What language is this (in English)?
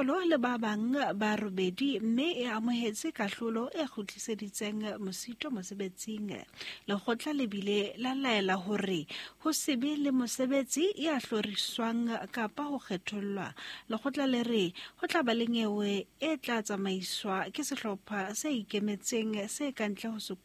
Southern Sotho